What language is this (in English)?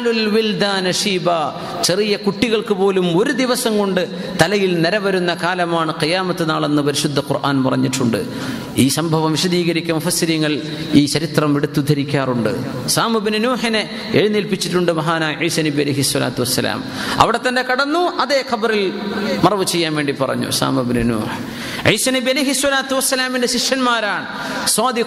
Malayalam